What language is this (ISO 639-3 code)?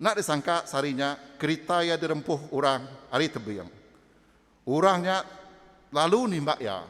iba